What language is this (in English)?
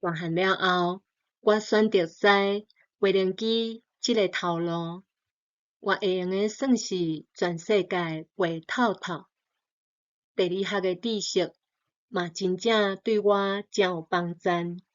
Min Nan Chinese